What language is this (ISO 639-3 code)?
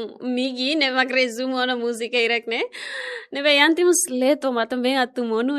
tet